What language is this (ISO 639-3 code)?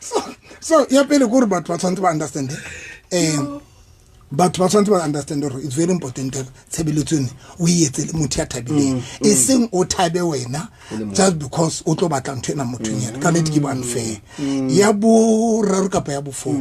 sot